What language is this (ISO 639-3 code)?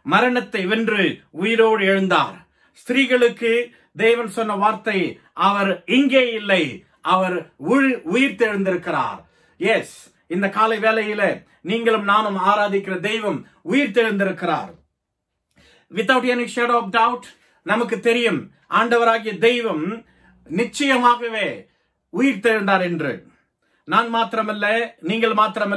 tam